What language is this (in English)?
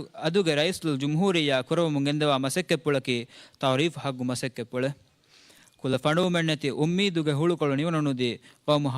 Divehi